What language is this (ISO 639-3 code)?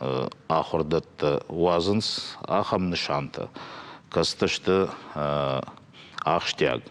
oss